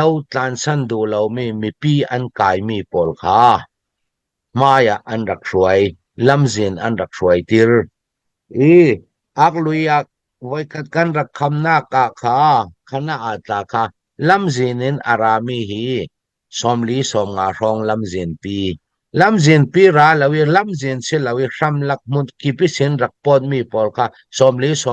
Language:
Falam Chin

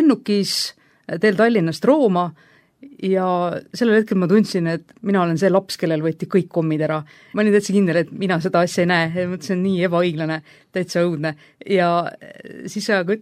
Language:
Estonian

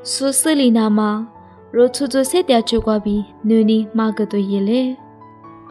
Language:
Lisu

